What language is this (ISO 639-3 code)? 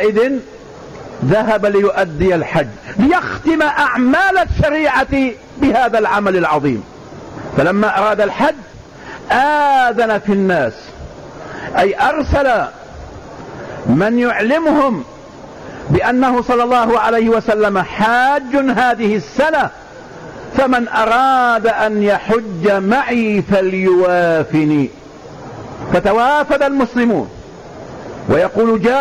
ara